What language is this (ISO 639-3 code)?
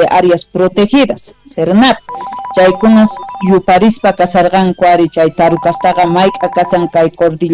que